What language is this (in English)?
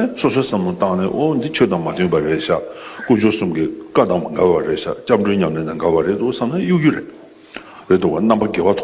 Tibetan